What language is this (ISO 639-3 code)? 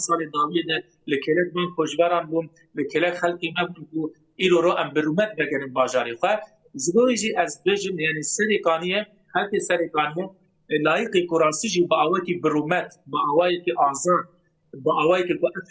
kur